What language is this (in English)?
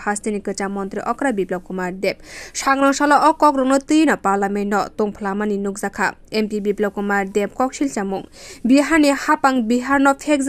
Kok Borok